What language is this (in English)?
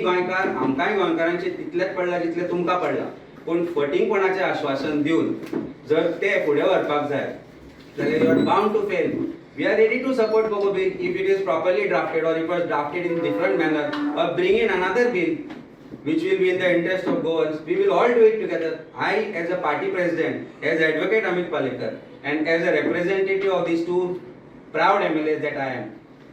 Konkani